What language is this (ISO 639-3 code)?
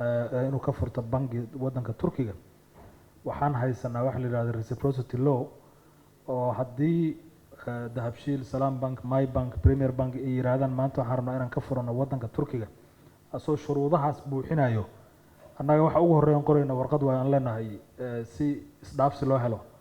som